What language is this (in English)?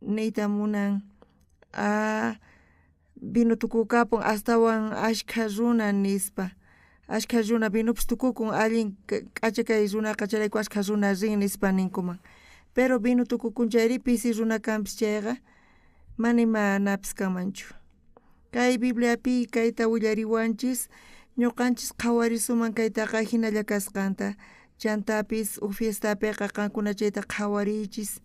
South Bolivian Quechua